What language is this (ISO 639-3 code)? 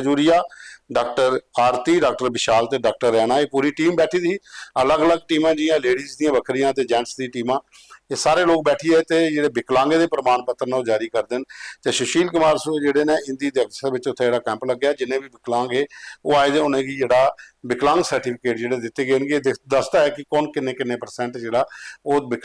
doi